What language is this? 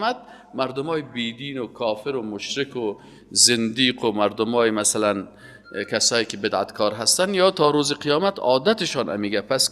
Persian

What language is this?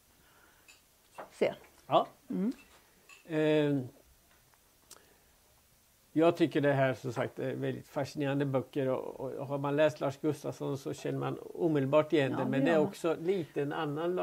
Swedish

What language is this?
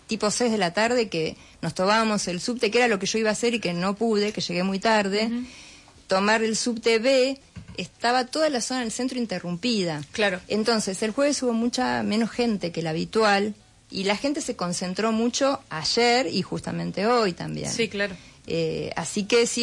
Spanish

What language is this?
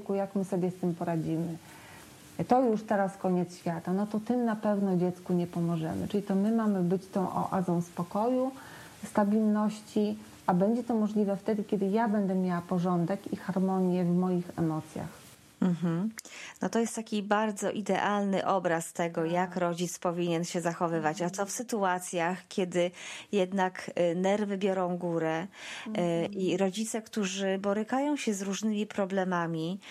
Polish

